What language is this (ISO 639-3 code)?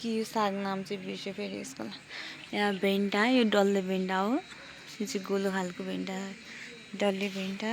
nep